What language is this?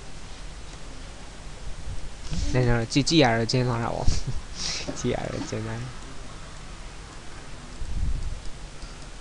Burmese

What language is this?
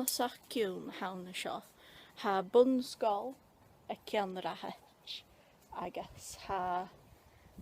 Scottish Gaelic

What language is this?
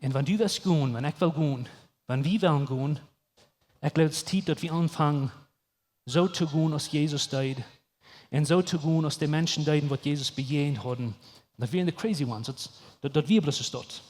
Plautdietsch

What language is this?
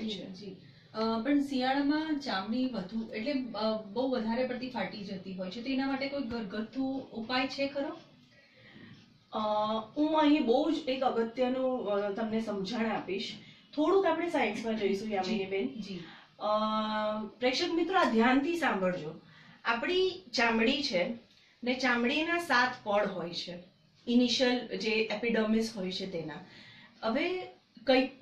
Gujarati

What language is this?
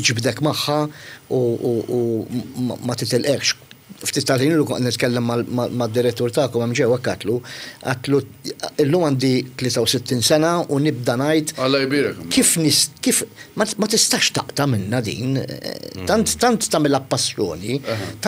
Maltese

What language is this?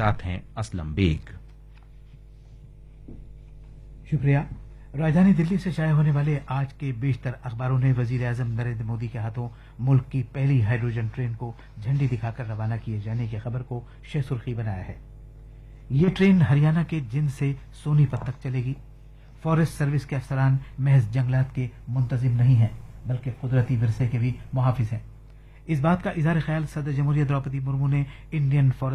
Urdu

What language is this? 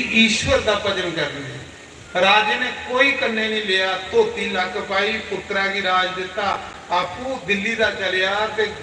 Dogri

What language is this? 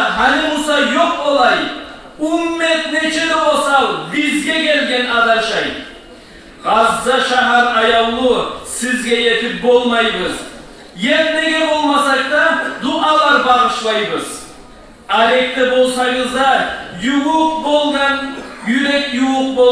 Kumyk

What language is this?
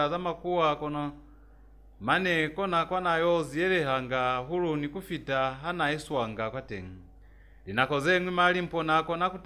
Lozi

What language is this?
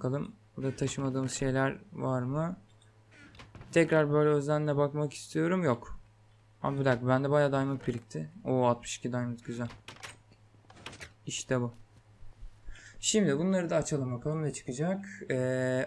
Turkish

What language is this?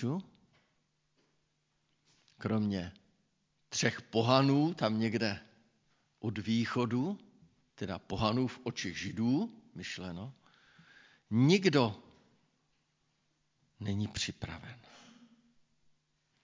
Czech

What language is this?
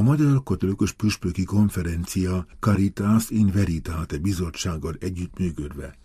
Hungarian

